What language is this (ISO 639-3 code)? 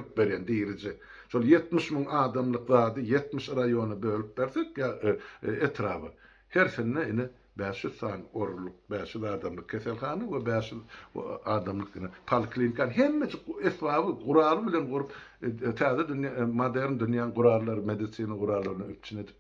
tuk